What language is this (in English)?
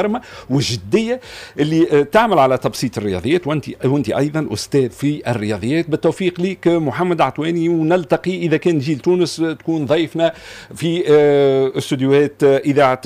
Tunisian Arabic